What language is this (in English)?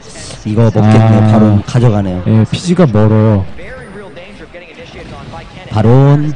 Korean